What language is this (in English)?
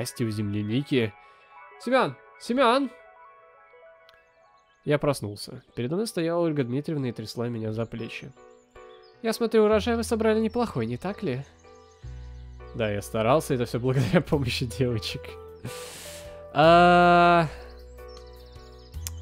Russian